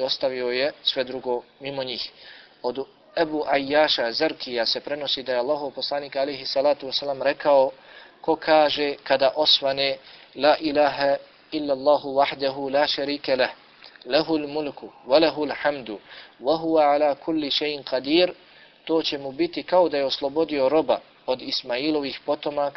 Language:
Bosnian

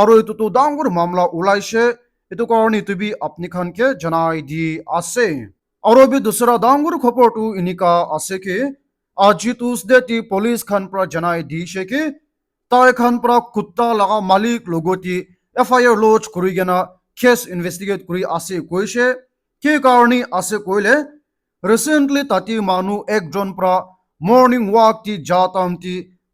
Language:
Naga Pidgin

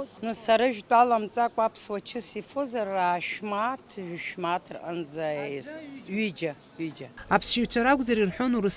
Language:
Abkhazian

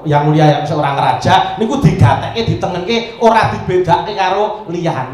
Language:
Javanese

